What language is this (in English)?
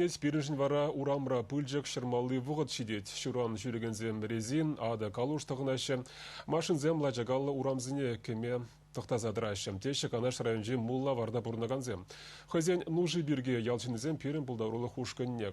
Chuvash